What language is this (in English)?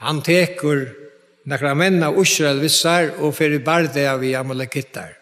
Faroese